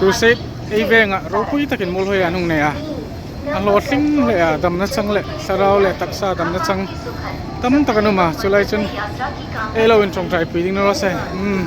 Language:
Hmar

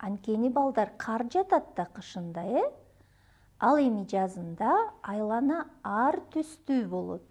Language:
Kyrgyz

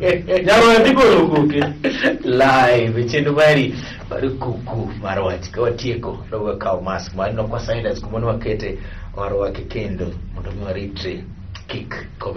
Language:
Luo (Kenya and Tanzania)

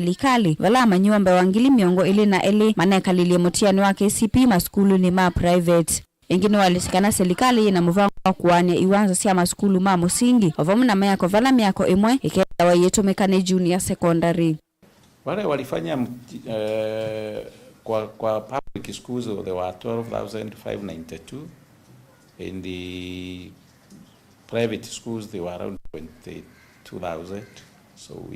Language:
Kamba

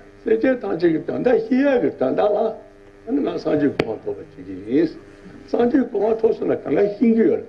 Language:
Tibetan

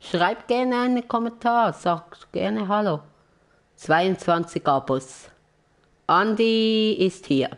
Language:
Swiss German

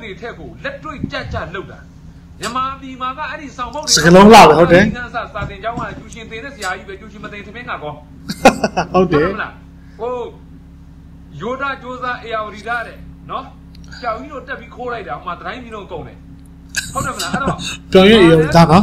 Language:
Burmese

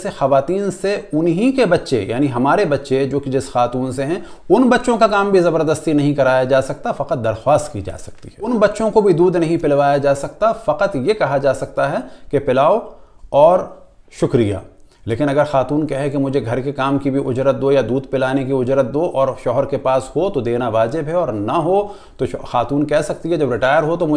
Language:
Urdu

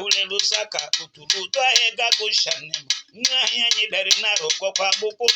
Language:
Tetela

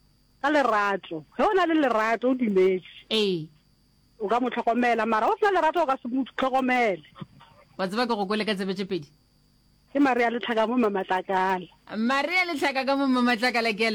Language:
Northern Sotho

